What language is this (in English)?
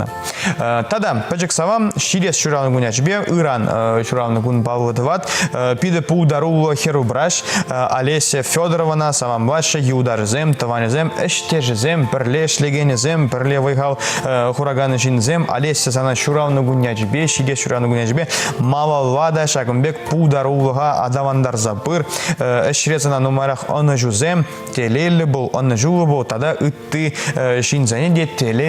Chuvash